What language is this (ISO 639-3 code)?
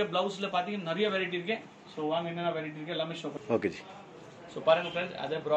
tam